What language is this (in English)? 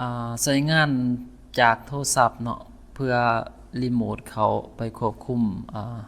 Lao